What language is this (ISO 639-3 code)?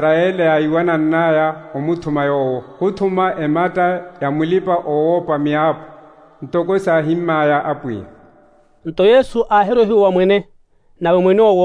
vmw